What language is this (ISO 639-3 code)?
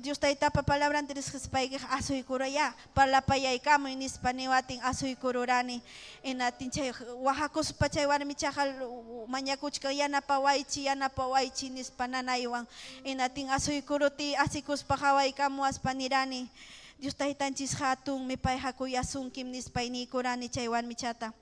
quy